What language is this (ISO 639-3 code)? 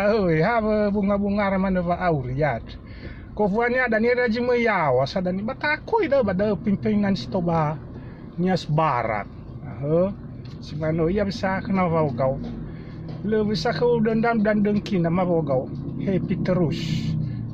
nia